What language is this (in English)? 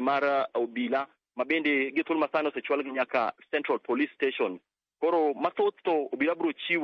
Luo (Kenya and Tanzania)